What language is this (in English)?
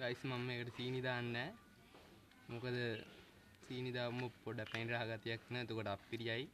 Sinhala